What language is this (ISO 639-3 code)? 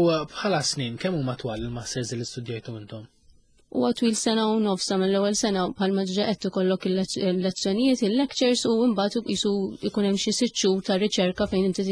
mlt